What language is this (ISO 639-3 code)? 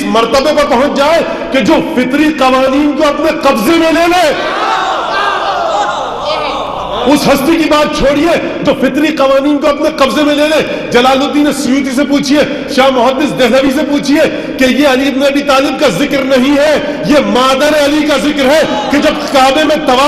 urd